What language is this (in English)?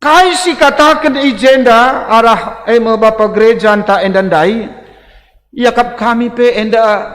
Batak Karo